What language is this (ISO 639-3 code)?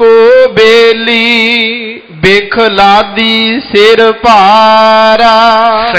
pan